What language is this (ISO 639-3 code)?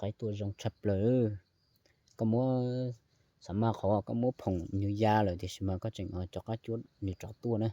hmn